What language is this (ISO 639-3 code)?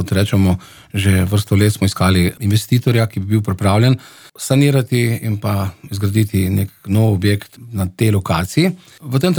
slv